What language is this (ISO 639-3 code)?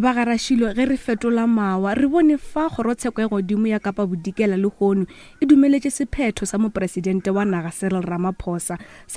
nso